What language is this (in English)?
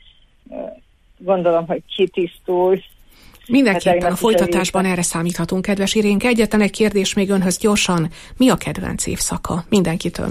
Hungarian